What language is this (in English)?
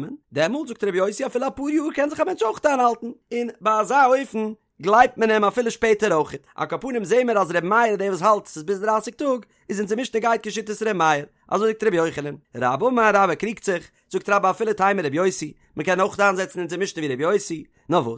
Yiddish